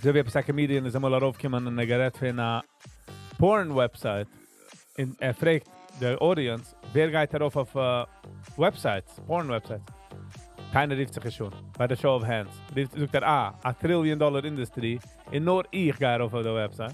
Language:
Yiddish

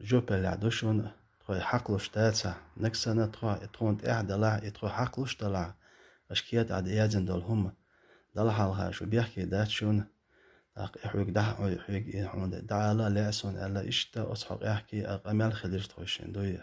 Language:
Chechen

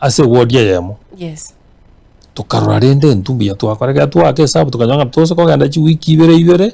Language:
Gusii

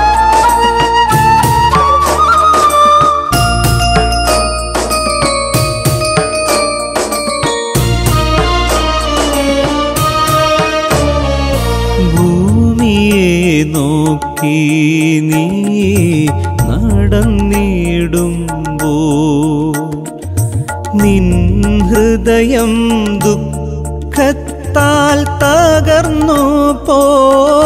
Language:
Malayalam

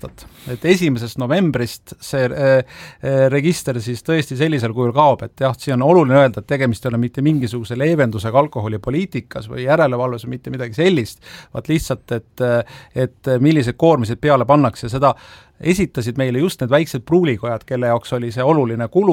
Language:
Estonian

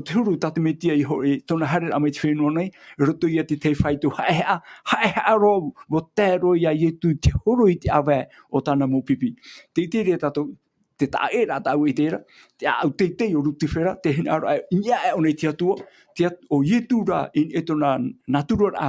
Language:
Tahitian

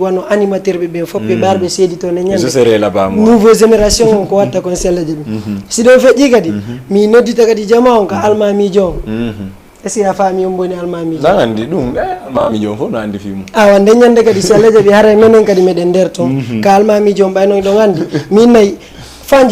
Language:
Fula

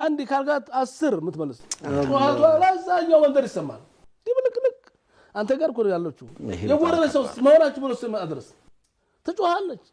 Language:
Amharic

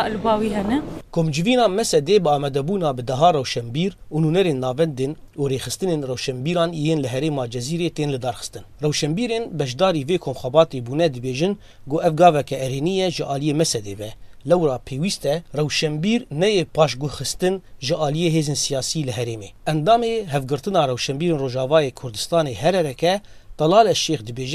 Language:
Kurdish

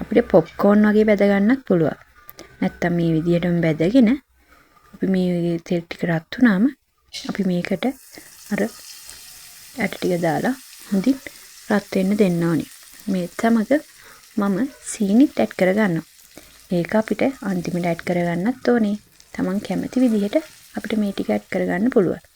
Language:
Sinhala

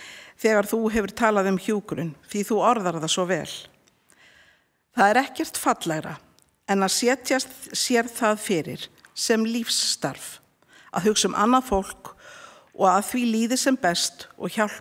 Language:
Icelandic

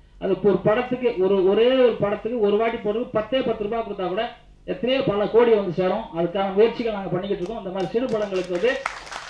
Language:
Tamil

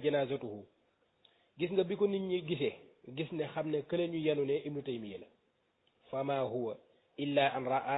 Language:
Wolof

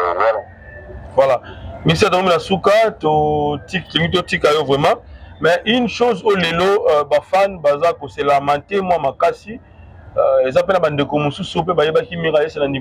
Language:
Lingala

